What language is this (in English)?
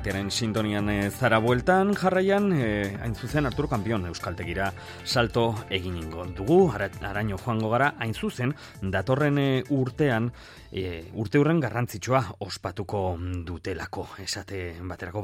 Basque